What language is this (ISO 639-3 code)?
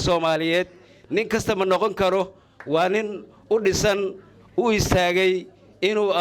som